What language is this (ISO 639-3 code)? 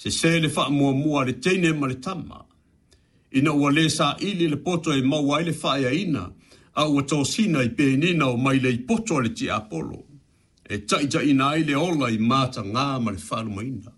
smo